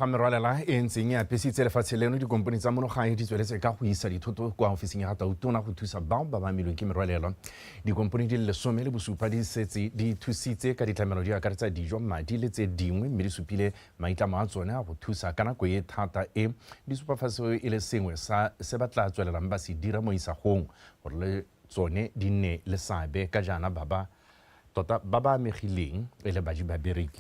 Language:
Tswana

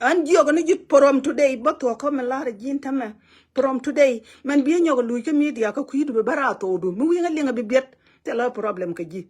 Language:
Nuer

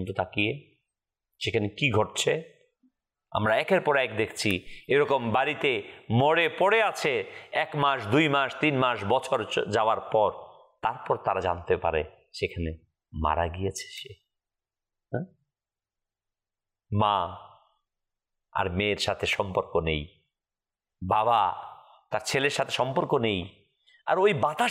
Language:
Bangla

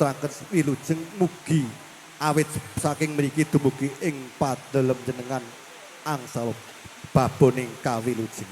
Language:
Javanese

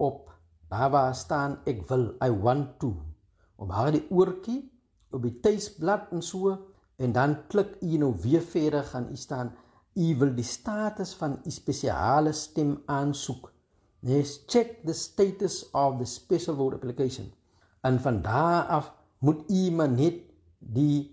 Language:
Afrikaans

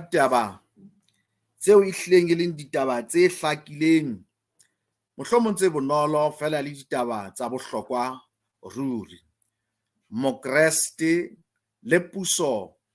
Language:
Southern Sotho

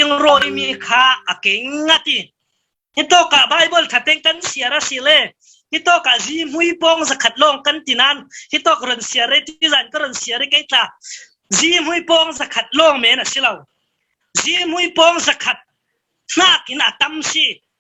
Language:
Falam Chin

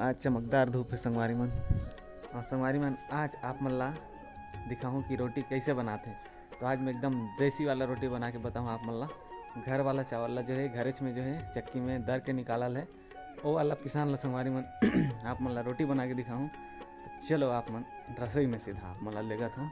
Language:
Chhattisgarhi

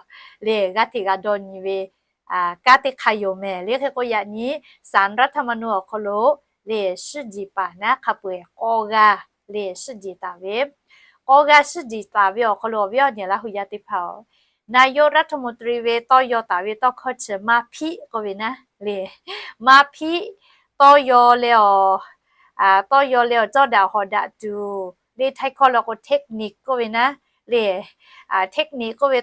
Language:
Lahu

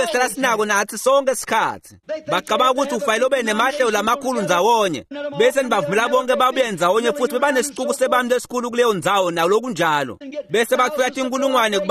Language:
Swati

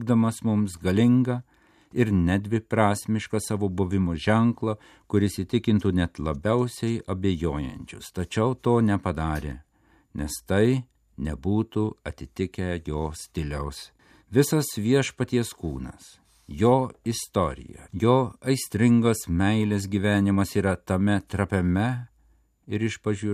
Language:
Lithuanian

